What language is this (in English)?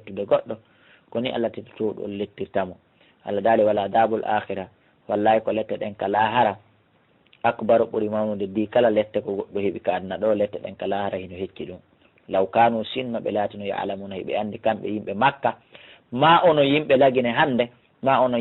Fula